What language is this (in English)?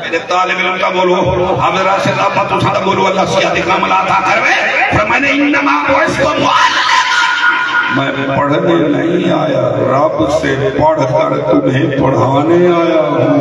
Saraiki